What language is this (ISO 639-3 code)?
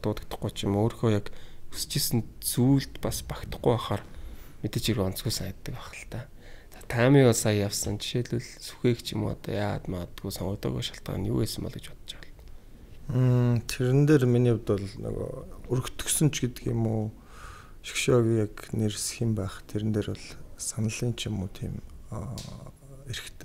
mon